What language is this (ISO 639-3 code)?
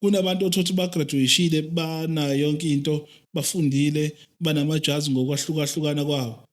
zul